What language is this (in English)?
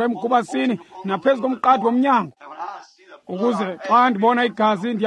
Xhosa